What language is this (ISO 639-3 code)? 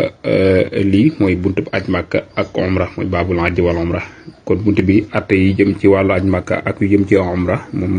wol